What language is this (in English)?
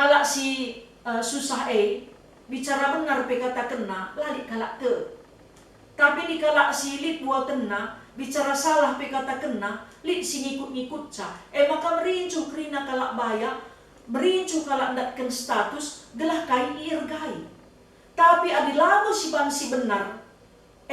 Batak Karo